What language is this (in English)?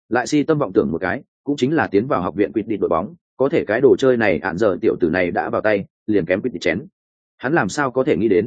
Vietnamese